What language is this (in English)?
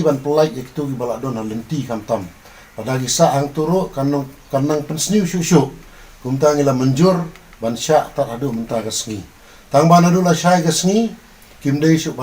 Khasi